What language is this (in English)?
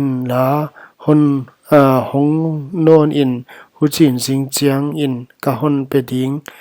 Paite Chin